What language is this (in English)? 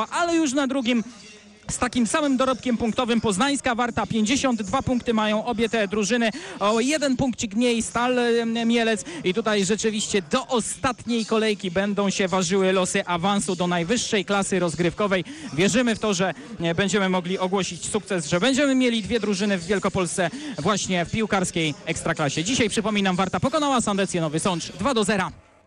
Polish